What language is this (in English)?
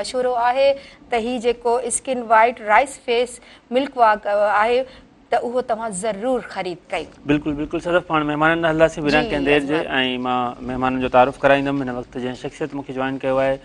Sindhi